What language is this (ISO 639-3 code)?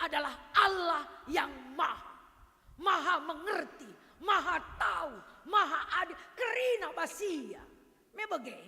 btx